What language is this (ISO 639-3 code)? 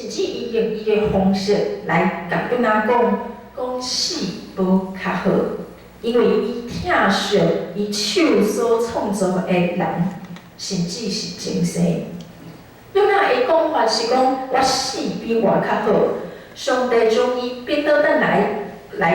nan